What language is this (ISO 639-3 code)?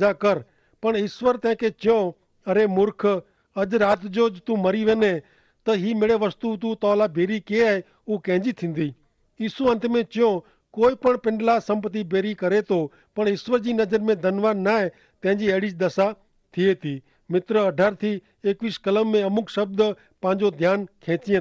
kfr